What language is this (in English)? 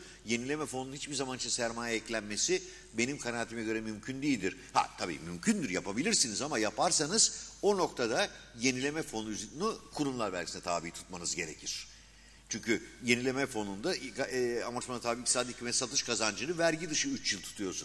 Turkish